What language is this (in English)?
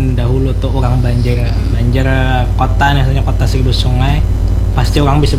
Banjar